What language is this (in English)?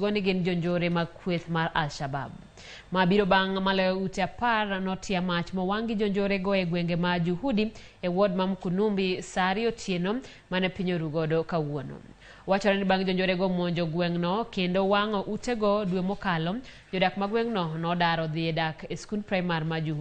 Luo (Kenya and Tanzania)